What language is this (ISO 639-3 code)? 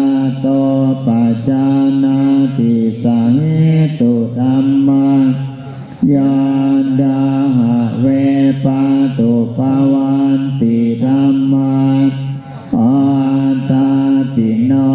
pli